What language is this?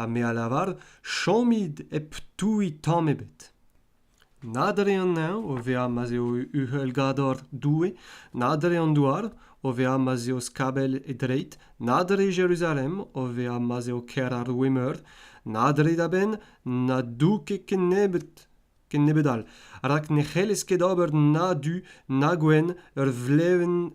Breton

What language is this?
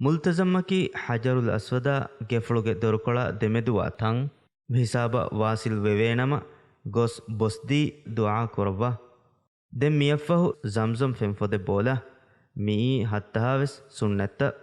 Divehi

